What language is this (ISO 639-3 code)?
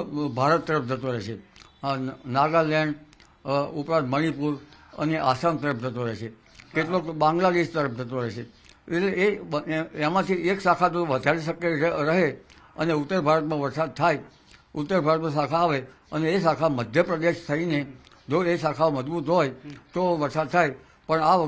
guj